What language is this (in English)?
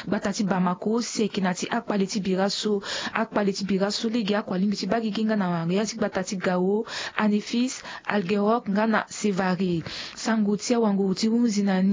Sango